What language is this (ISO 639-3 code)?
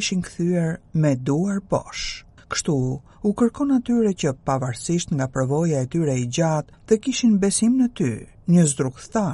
sqi